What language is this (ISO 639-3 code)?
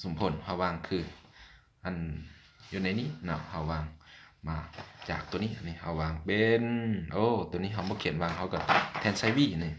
lao